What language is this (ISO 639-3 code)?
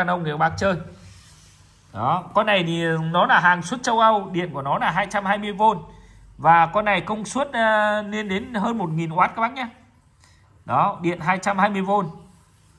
vie